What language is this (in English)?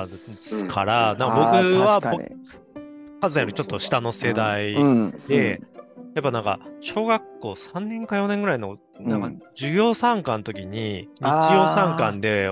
Japanese